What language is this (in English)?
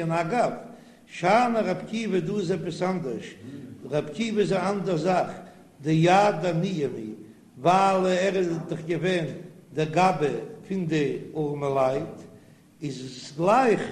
Yiddish